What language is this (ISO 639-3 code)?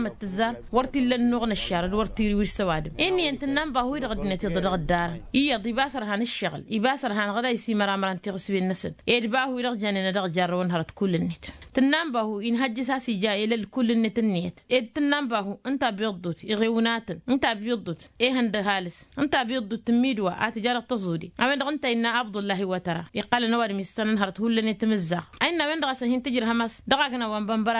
taq